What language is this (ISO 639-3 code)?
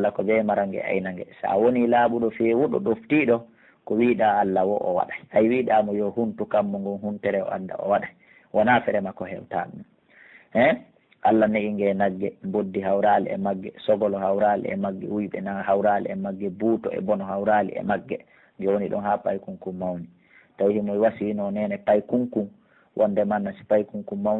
fuf